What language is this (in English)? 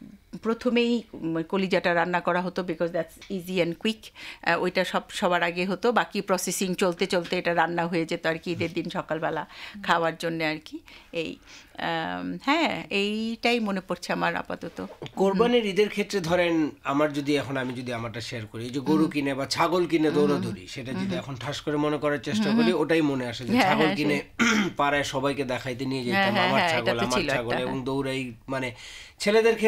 Bangla